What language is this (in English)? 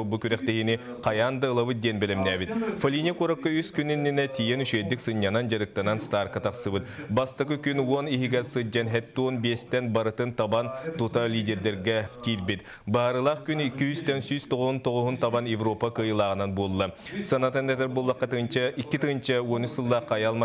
Yakut